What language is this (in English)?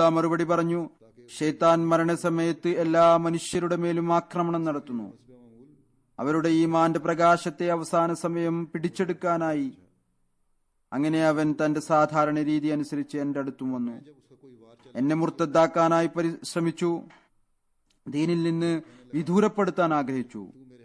Malayalam